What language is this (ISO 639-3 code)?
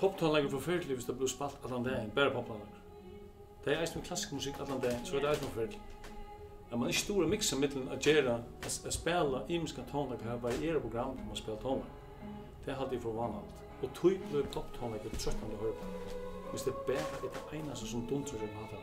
fao